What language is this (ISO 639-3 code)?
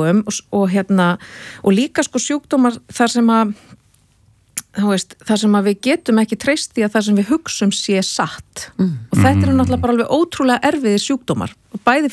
isl